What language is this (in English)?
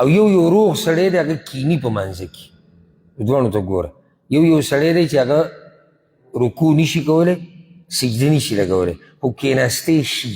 Pashto